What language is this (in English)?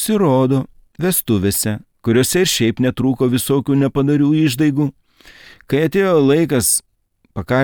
Lithuanian